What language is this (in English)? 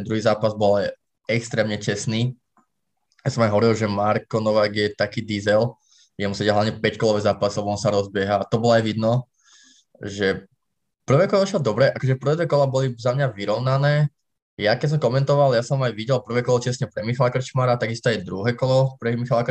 Slovak